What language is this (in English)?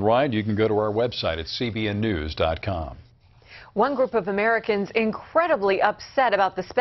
English